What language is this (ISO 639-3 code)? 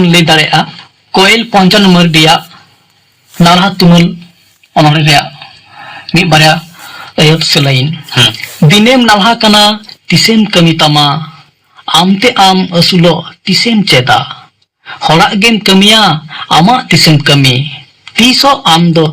sat